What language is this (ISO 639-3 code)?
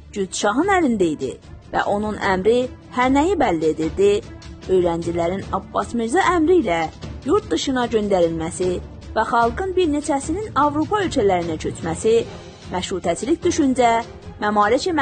azb